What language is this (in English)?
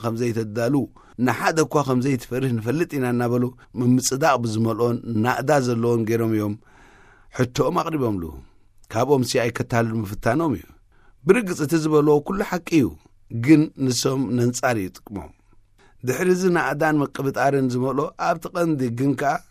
Tigrinya